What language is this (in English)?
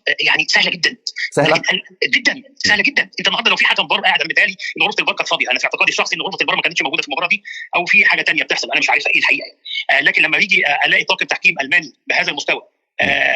Egyptian Arabic